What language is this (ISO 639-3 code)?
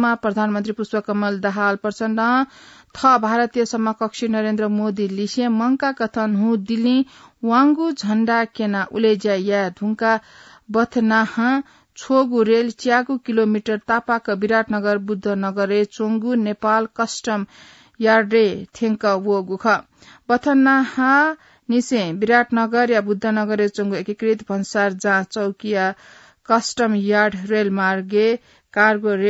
new